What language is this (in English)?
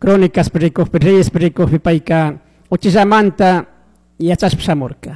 Chimborazo Highland Quichua